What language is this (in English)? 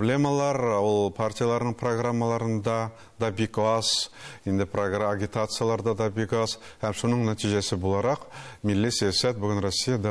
Tatar